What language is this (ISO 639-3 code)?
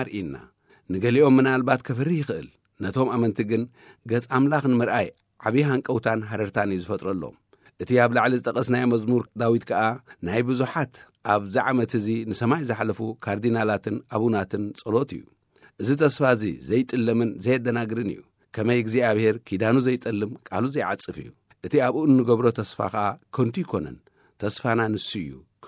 tir